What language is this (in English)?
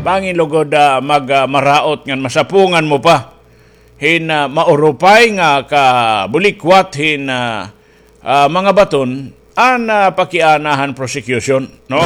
Waray